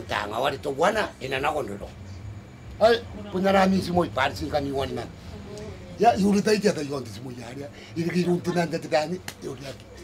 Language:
Gilbertese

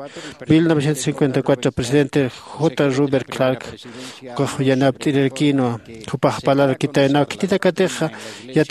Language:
Aymara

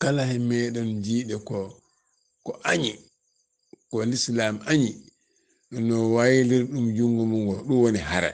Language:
Fula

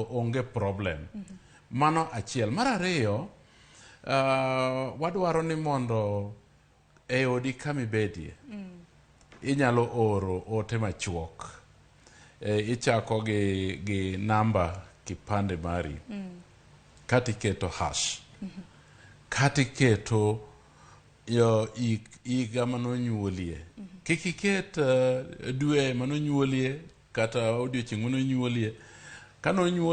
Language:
Luo (Kenya and Tanzania)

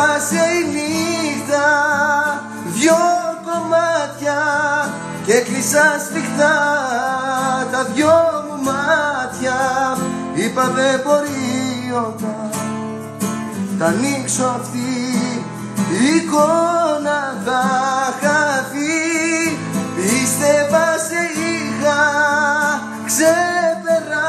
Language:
Greek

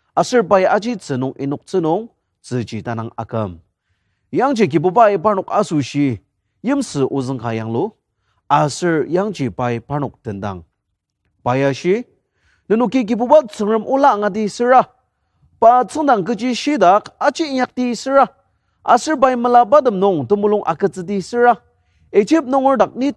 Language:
Ao Naga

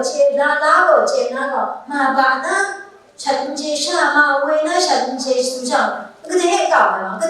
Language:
Kachin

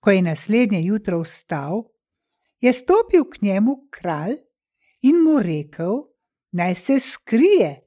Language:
Slovenian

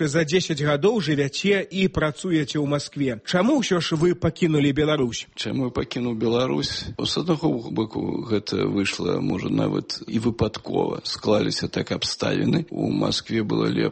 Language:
Belarusian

